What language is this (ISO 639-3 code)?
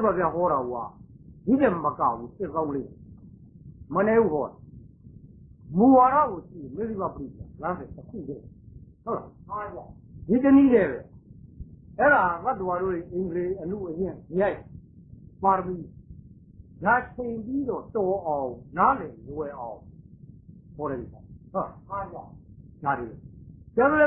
mya